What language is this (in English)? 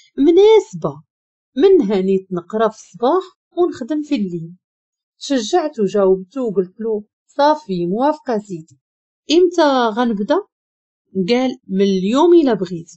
Moroccan Arabic